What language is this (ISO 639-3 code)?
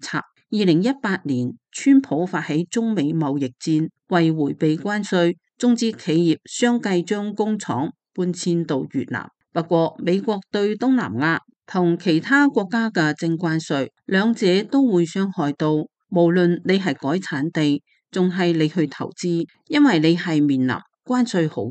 yue